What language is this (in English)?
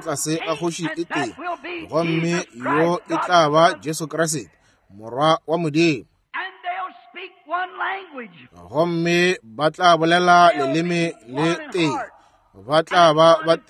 Northern Sotho